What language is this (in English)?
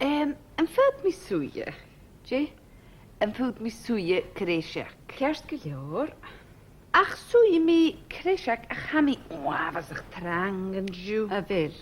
Scottish Gaelic